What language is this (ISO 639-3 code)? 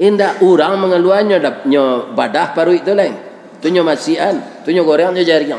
min